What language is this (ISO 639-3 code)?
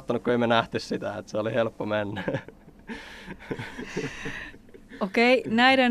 fin